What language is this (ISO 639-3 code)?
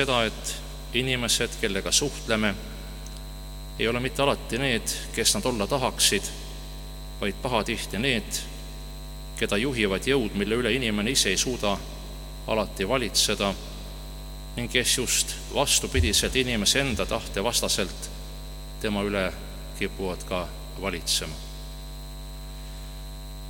est